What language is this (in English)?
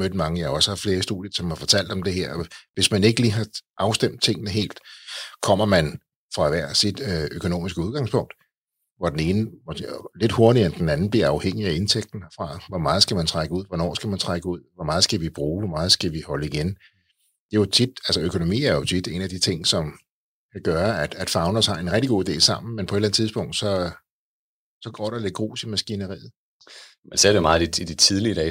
Danish